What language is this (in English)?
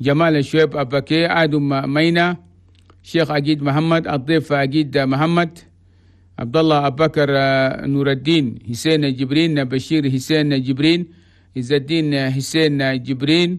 Chadian Arabic